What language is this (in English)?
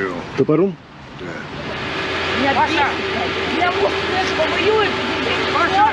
Russian